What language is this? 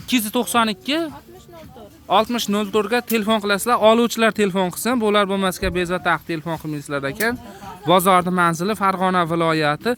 Uzbek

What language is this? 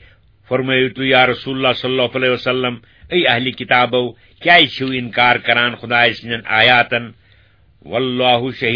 Kashmiri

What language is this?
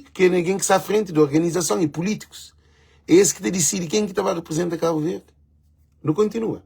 Kabuverdianu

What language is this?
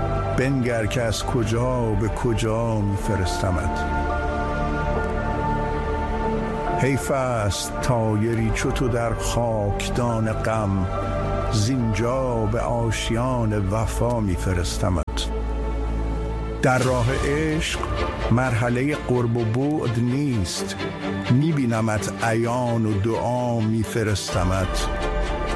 Persian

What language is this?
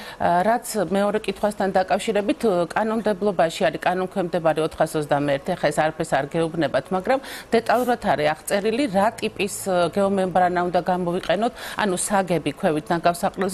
Georgian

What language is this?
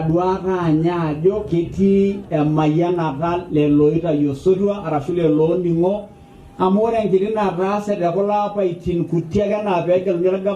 Masai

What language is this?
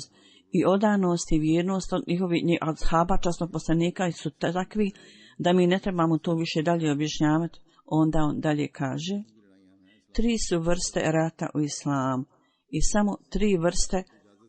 Bosnian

